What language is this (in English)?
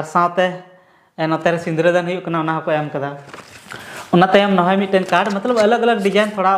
Santali